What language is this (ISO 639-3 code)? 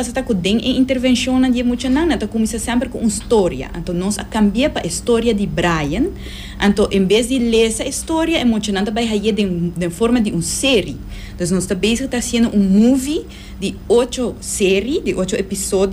pap